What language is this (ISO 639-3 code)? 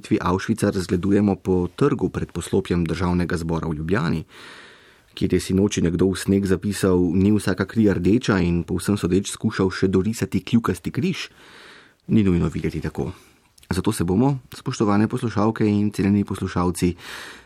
slv